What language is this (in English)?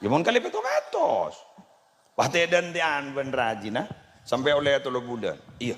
Madurese